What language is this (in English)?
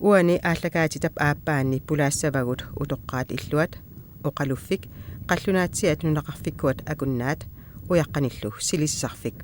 Kalaallisut